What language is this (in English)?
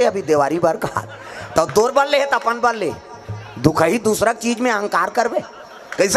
Chhattisgarhi